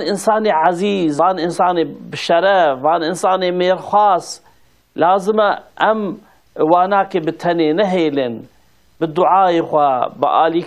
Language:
Kurdish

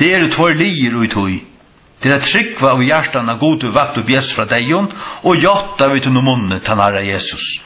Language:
Faroese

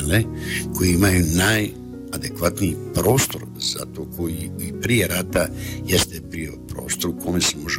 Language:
Bosnian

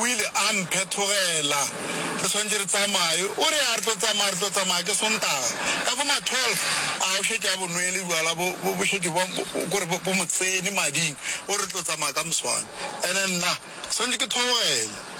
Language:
Northern Sotho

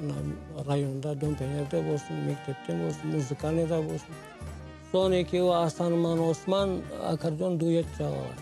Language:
Crimean Tatar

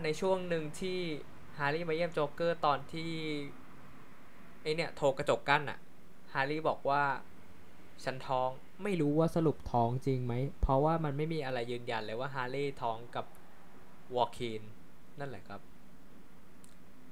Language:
Thai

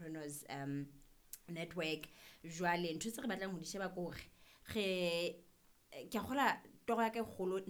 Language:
Southern Sotho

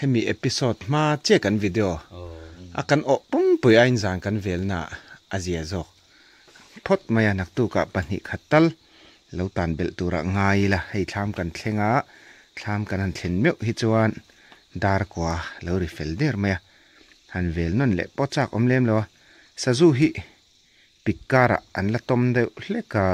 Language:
Mizo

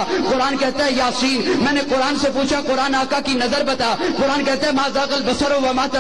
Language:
Urdu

